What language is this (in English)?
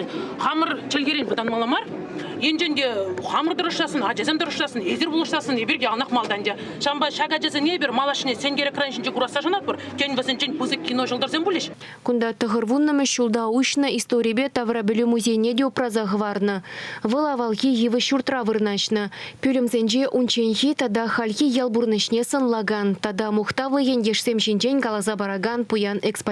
Chuvash